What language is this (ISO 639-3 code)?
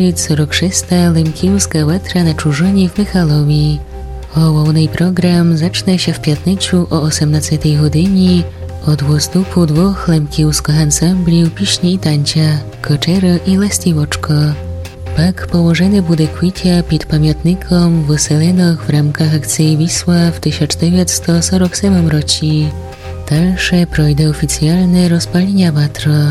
rue